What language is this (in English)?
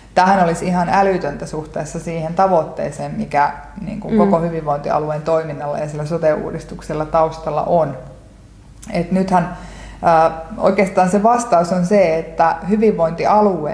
Finnish